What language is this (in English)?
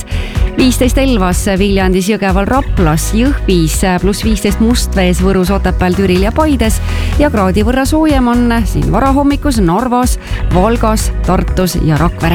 Estonian